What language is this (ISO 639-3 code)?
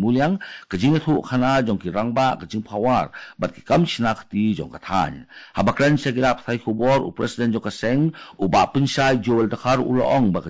kha